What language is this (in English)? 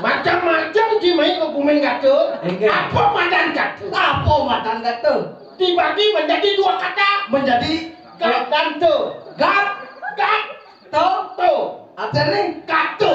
Balinese